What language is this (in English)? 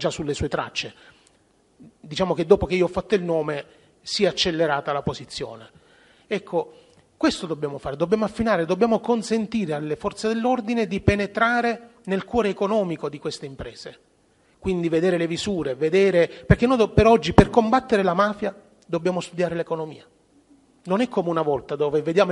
Italian